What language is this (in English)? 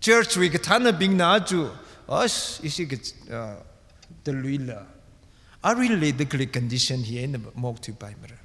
Tangkhul Naga (India)